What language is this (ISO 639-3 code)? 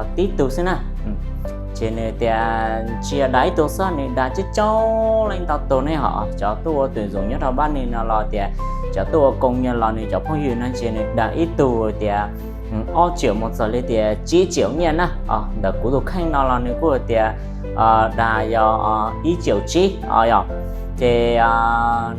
hmn